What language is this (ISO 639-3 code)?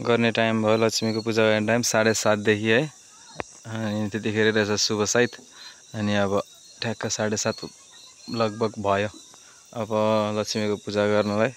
nep